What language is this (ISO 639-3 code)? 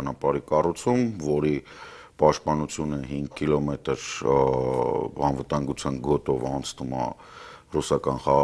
hye